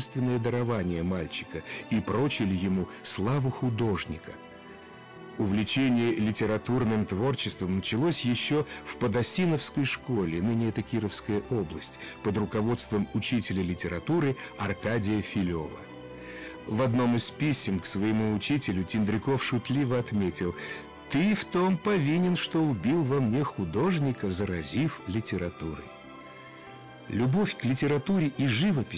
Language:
Russian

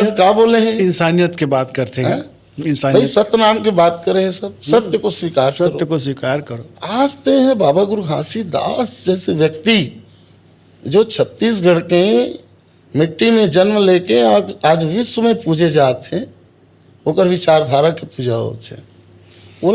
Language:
Chhattisgarhi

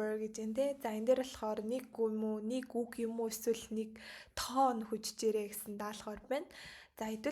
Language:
Mongolian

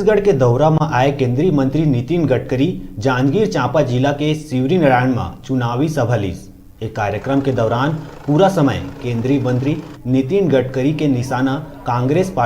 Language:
Chhattisgarhi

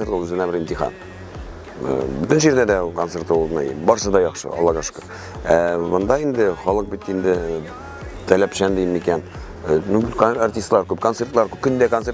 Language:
Tatar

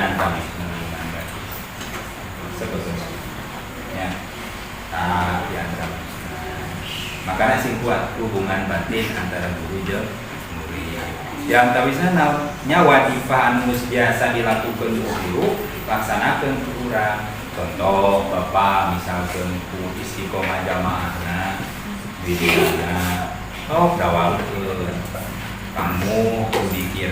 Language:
Sundanese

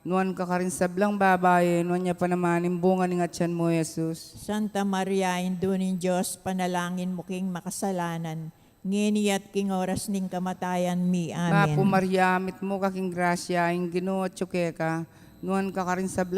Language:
Pampanga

